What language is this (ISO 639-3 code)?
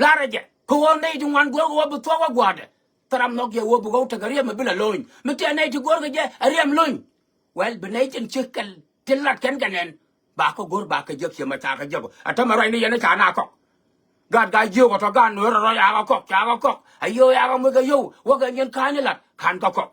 nus